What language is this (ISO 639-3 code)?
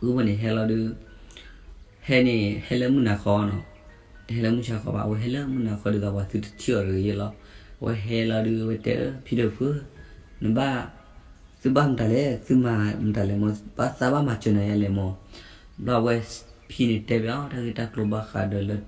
ksw